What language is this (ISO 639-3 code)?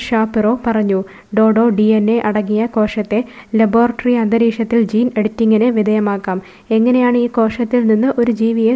mal